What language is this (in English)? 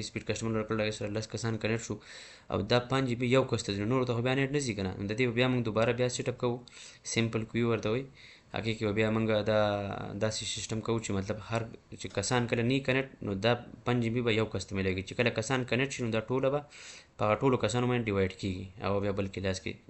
Pashto